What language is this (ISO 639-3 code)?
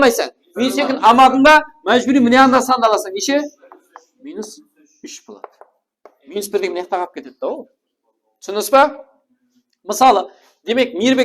kaa